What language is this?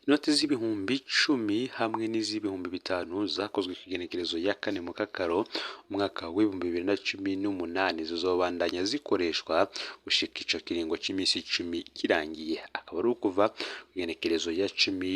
Rundi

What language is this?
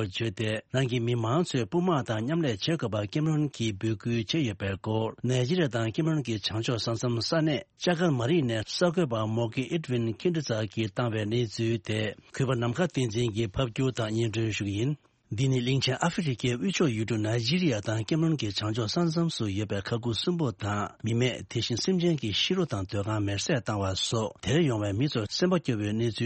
Tibetan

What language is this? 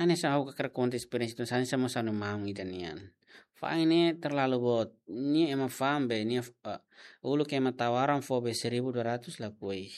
Tetum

